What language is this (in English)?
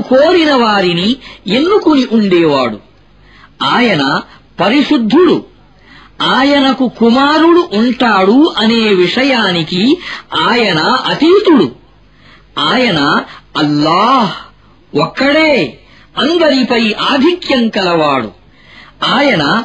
Telugu